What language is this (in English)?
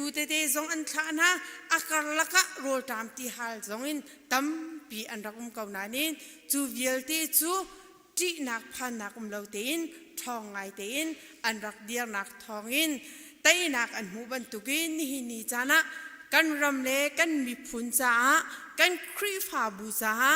Hakha Chin